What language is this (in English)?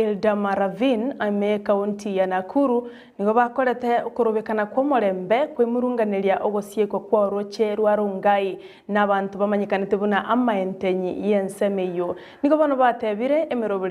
Gusii